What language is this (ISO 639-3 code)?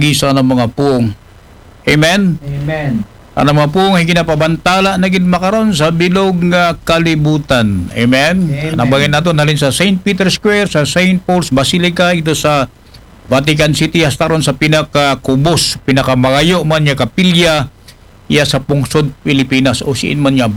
akl